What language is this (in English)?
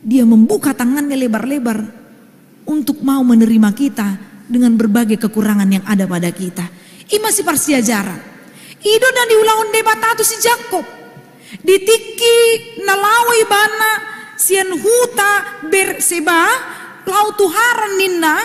Batak Toba